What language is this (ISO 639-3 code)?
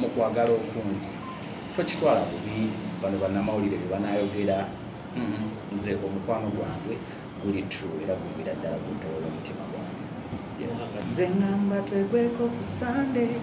lug